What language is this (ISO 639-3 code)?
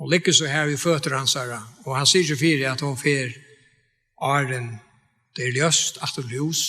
fao